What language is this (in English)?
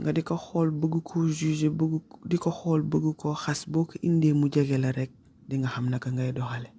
Wolof